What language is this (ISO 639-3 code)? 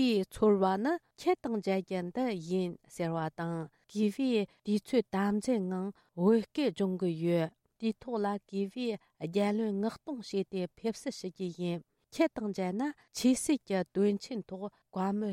bod